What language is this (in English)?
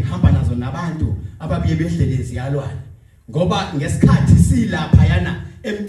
Zulu